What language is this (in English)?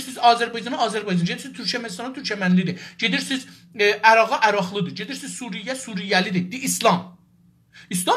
South Azerbaijani